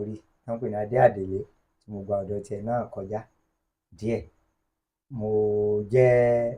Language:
Yoruba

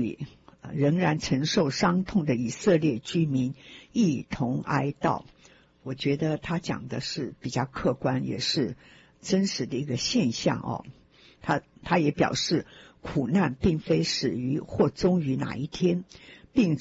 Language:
Chinese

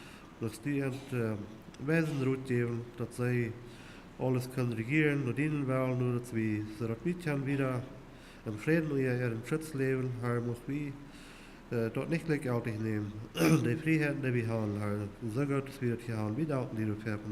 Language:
Plautdietsch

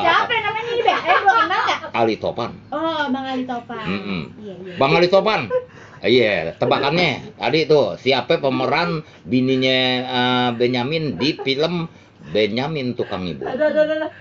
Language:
Betawi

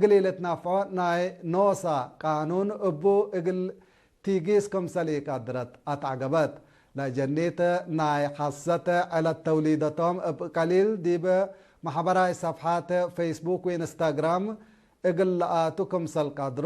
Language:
Tigre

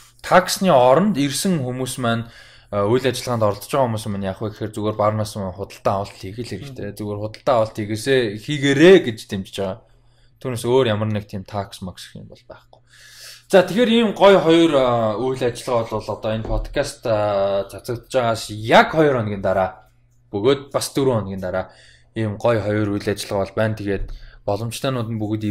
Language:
Mongolian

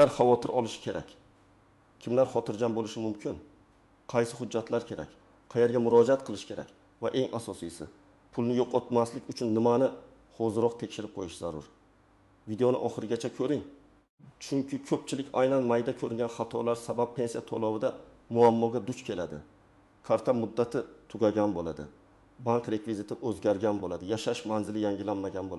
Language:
Uzbek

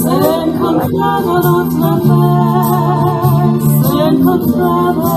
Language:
Ladino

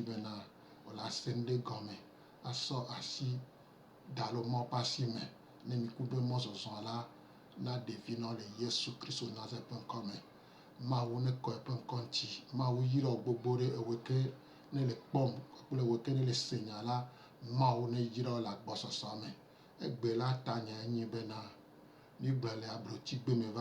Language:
Gen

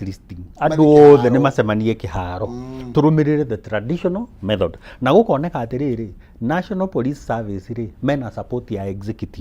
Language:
Kikuyu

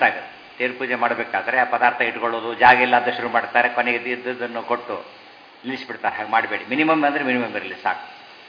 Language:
Kannada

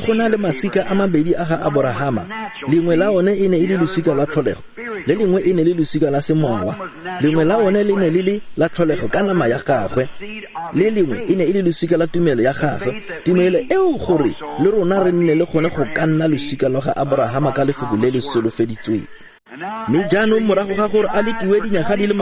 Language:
Tswana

